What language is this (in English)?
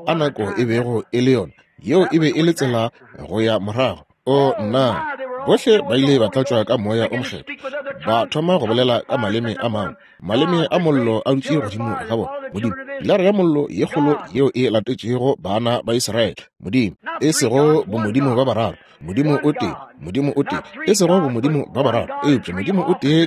Northern Sotho